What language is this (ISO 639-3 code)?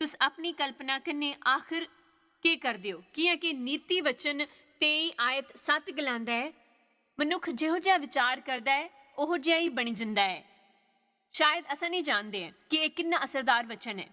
doi